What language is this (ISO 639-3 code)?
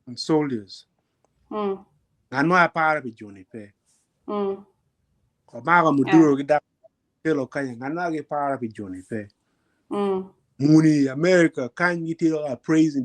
ach